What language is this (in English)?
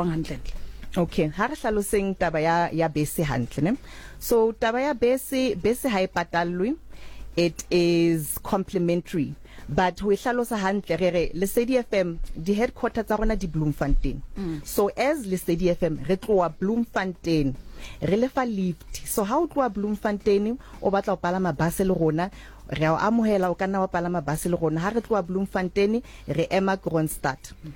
Southern Sotho